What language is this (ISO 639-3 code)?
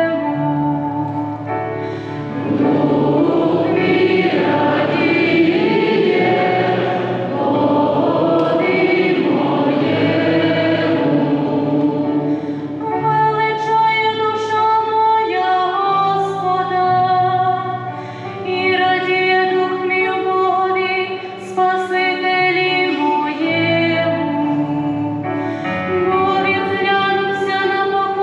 ukr